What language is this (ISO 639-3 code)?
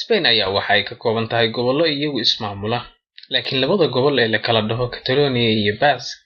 som